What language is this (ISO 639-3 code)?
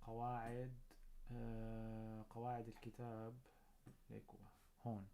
apc